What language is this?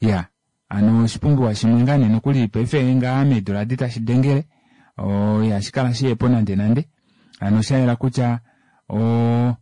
Kuanyama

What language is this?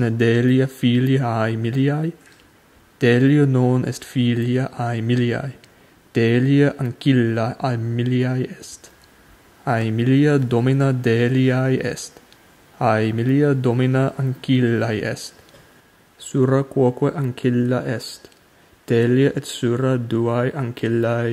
Latin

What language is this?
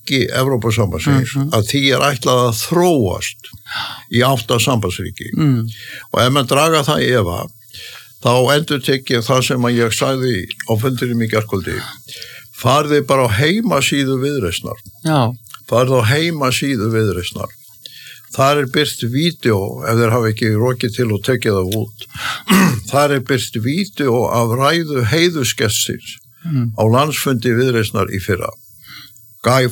Icelandic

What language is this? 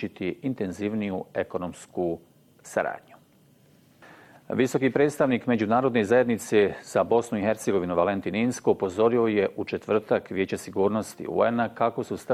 Bosnian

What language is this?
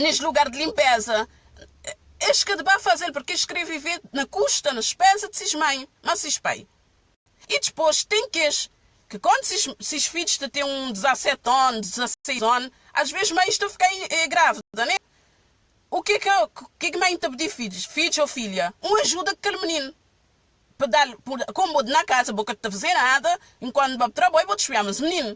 Kabuverdianu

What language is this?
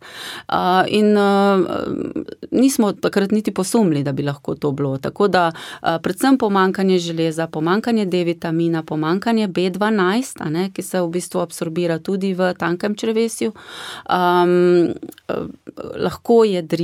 Slovenian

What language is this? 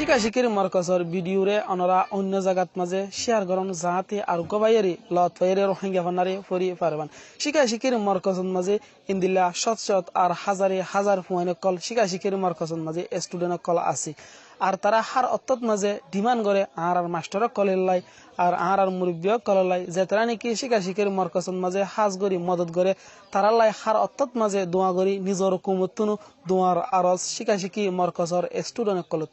Rohingya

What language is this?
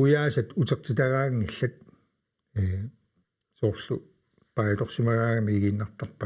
Kalaallisut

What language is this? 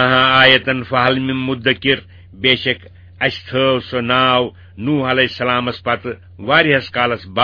Kashmiri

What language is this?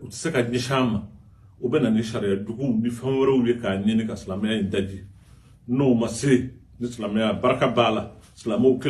Bambara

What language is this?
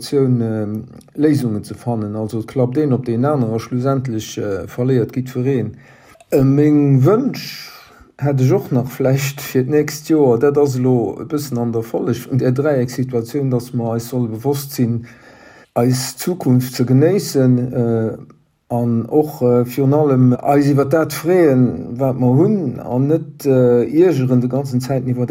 Luxembourgish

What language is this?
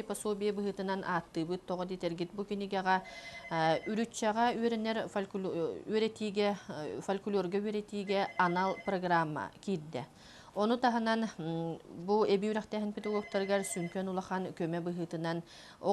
Yakut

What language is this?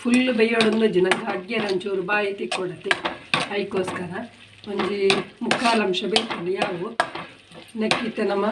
Tulu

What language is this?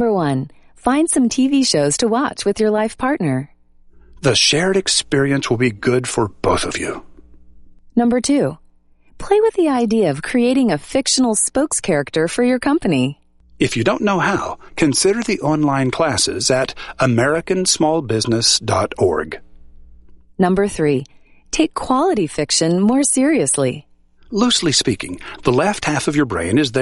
English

